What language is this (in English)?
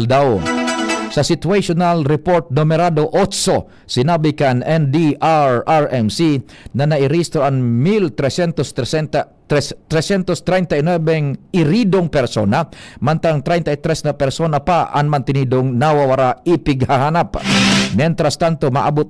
Bikol